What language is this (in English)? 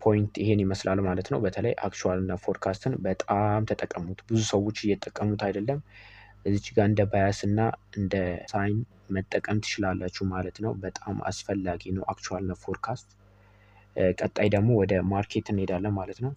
Amharic